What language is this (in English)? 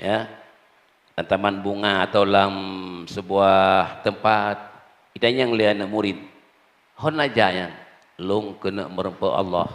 Achinese